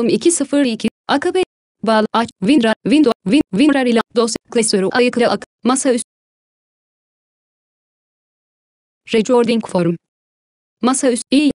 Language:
Turkish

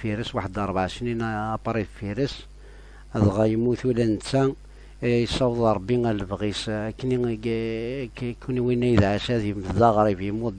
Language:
Kabyle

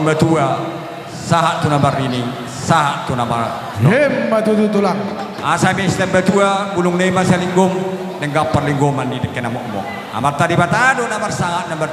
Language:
Batak Toba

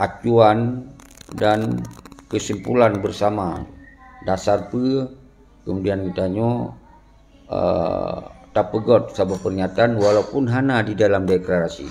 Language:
Achinese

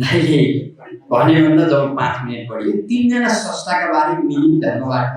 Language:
Nepali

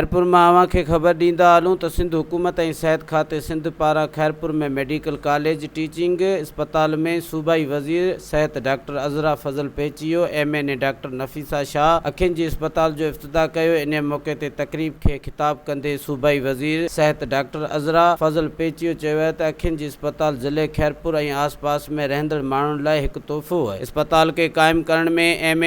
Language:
Sindhi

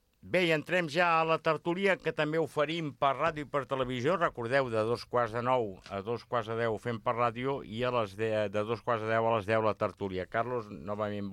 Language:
Catalan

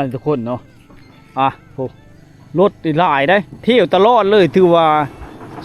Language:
Lao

